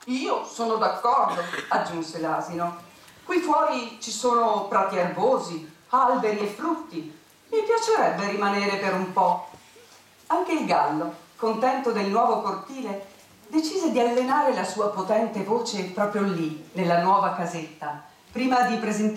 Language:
Italian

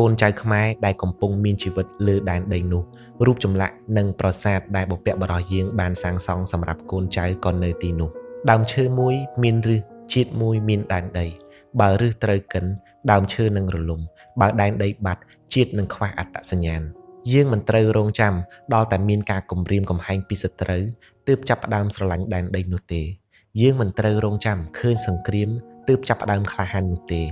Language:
Khmer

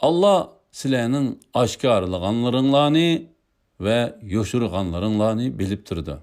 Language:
Uyghur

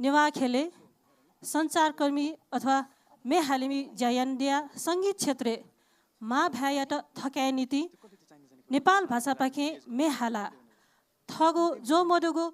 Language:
Newari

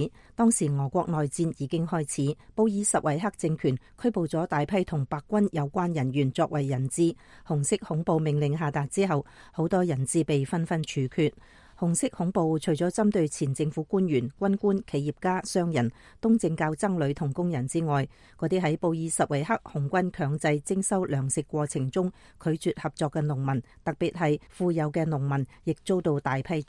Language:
Cantonese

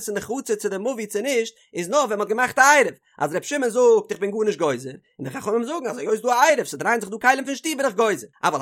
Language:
Yiddish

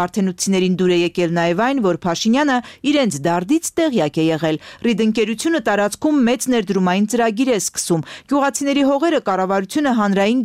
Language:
Armenian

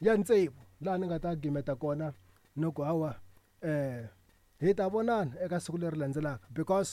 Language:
Tsonga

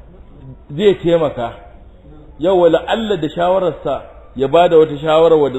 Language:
Hausa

